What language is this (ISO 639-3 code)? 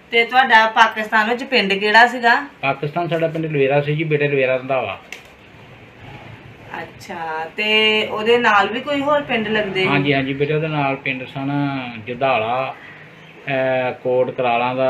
pan